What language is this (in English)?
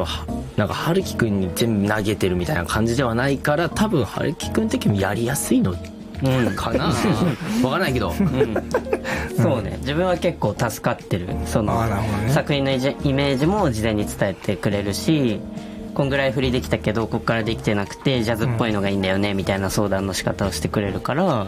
Japanese